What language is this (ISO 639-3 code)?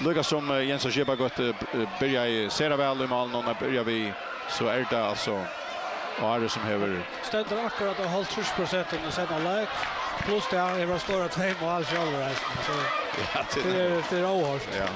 fao